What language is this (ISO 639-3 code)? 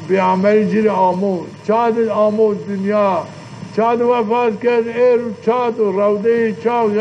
zza